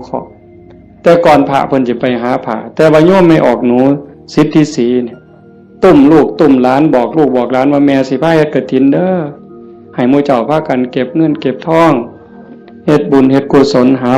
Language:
Northeastern Thai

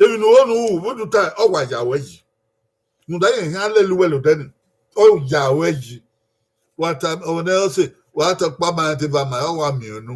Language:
Bini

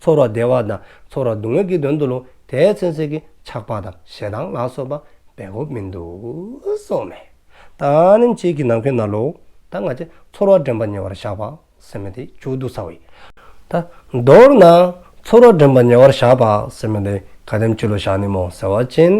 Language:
Dzongkha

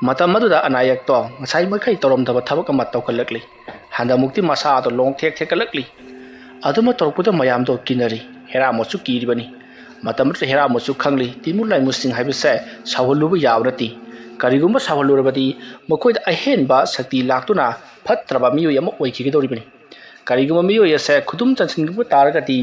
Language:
Manipuri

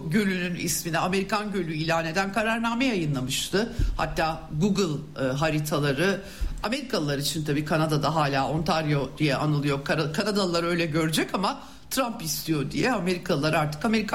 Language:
Turkish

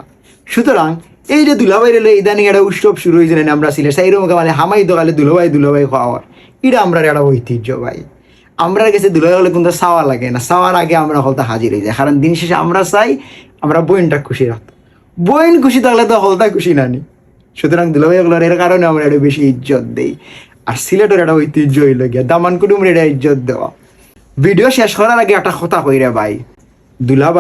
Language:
Sylheti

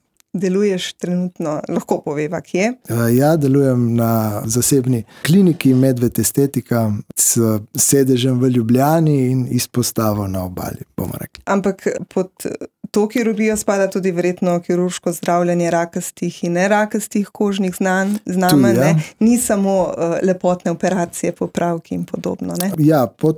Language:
Slovenian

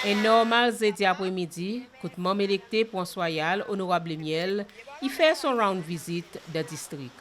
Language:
Seselwa Creole French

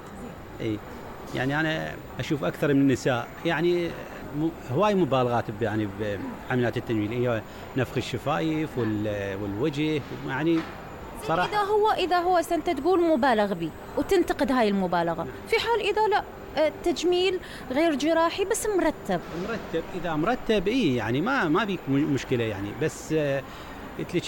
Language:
Mesopotamian Arabic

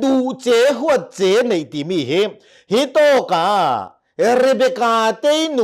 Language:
Hakha Chin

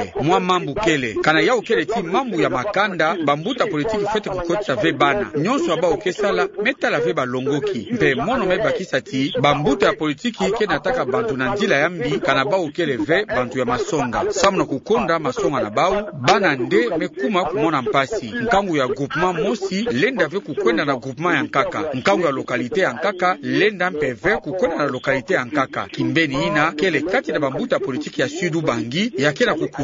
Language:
Kituba (Democratic Republic of Congo)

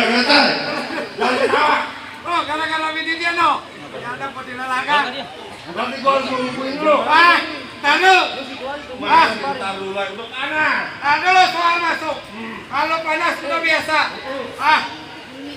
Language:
Betawi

